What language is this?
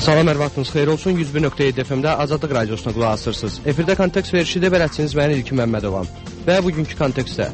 Azerbaijani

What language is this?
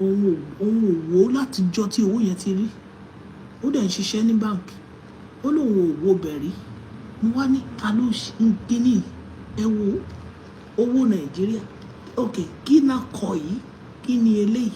Yoruba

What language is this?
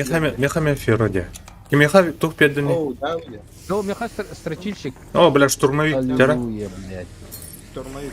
Yakut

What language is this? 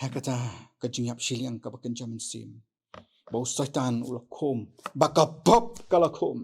Khasi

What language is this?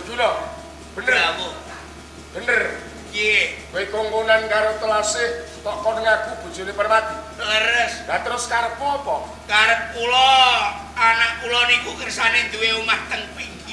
Javanese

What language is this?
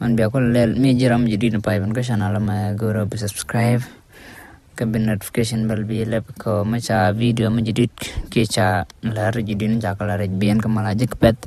Nuer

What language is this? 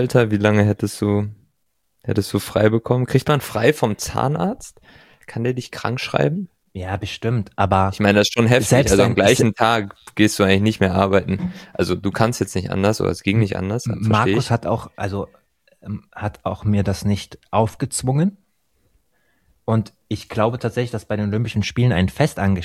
German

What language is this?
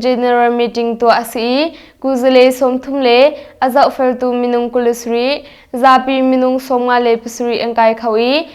Hakha Chin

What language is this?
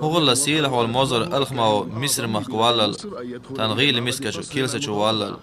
Chechen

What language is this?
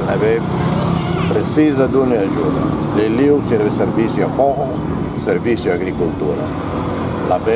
Tetum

